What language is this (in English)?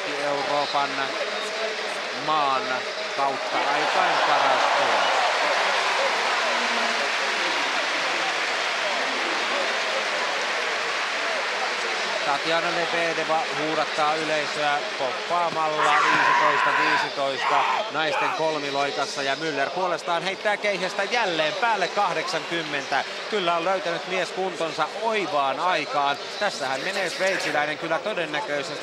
Finnish